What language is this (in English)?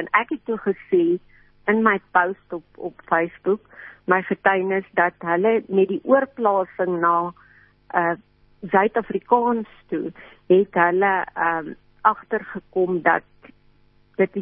Afrikaans